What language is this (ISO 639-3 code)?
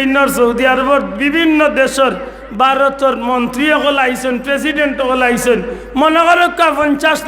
syl